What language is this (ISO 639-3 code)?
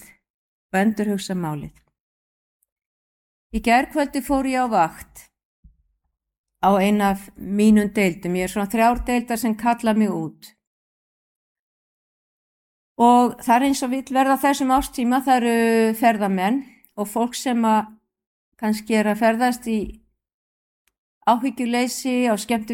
isl